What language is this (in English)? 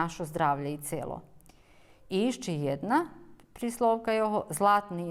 Rusyn